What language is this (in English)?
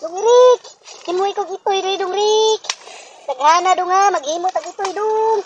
Cebuano